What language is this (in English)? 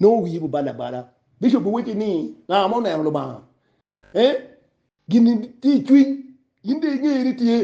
Acoli